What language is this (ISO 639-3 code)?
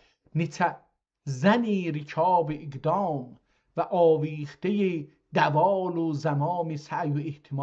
azb